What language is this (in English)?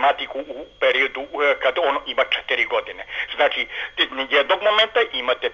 Serbian